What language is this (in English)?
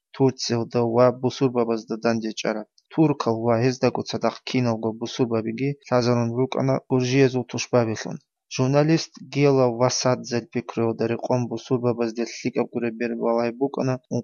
Avaric